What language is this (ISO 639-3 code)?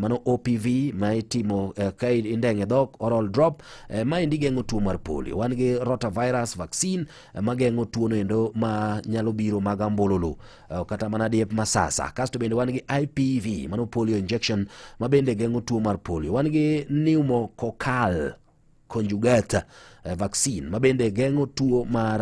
luo